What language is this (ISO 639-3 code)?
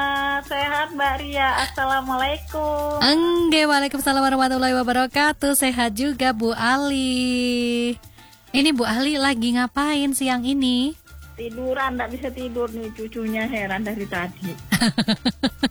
ind